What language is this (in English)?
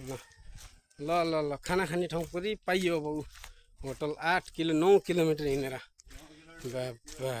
Nepali